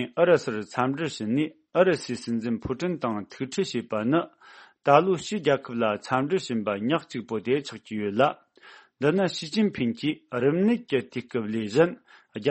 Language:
Tibetan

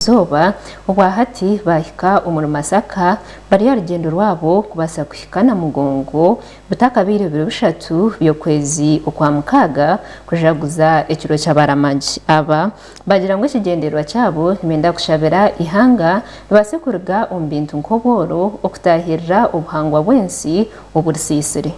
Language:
Nyankole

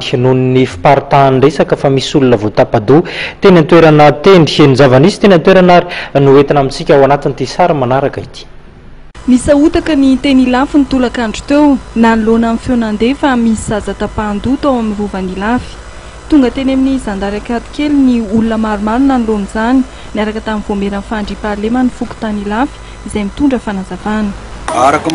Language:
Malagasy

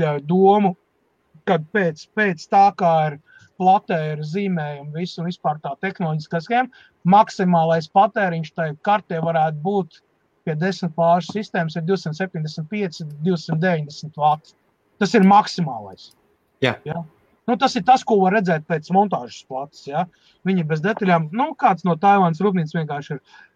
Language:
Latvian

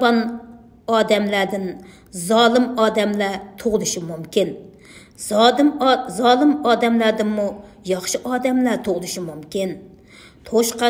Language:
Uyghur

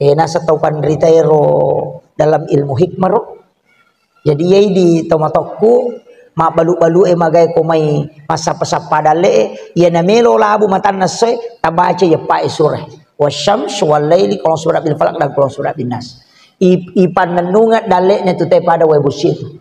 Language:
Buginese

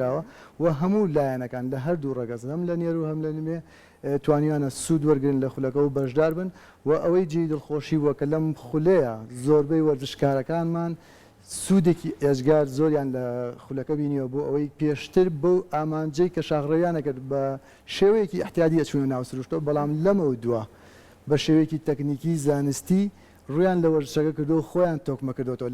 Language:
Central Kurdish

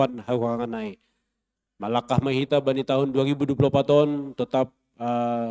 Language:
Batak Simalungun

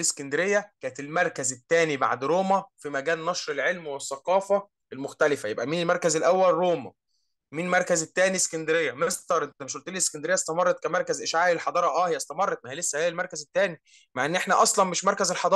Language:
Egyptian Arabic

